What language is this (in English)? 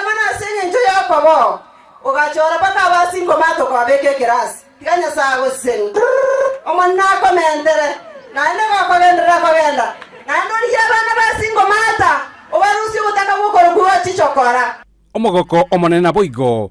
Gusii